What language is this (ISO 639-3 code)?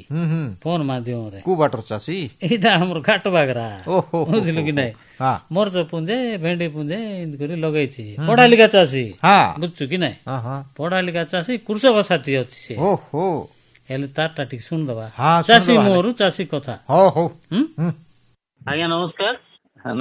ori